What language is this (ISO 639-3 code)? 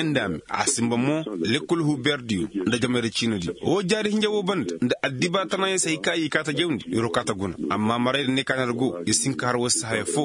ses